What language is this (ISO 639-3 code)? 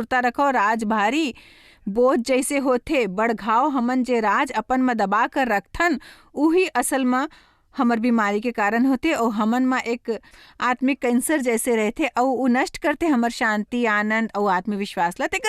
hne